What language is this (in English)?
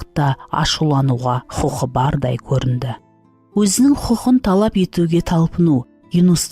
Kara-Kalpak